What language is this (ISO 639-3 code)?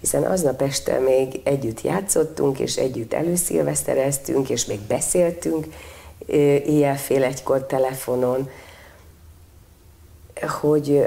hun